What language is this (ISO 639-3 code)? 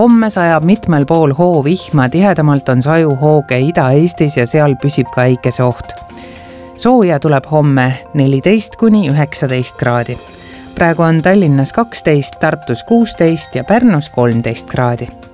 est